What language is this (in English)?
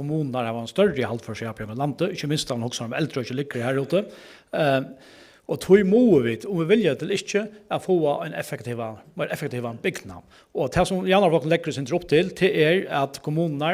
Faroese